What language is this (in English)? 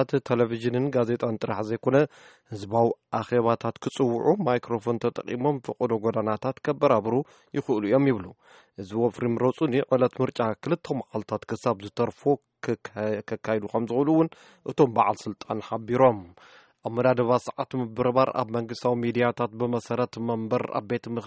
Tigrinya